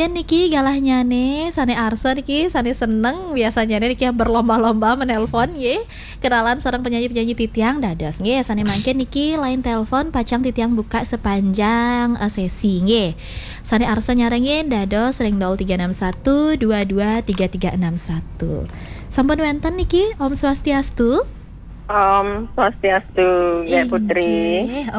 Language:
Balinese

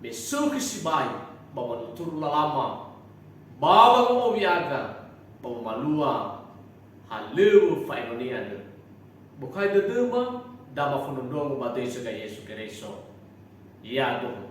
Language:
Nias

